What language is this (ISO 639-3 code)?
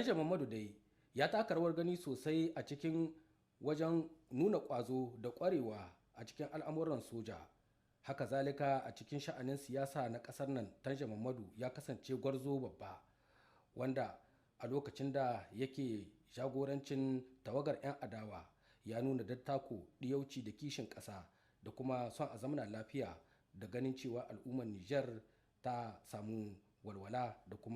hau